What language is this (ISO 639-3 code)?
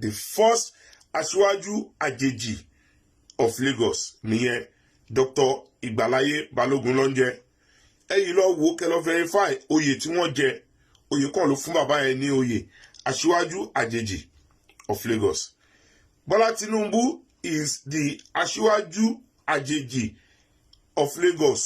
yor